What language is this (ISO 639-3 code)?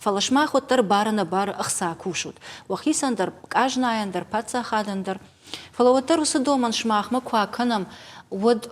oss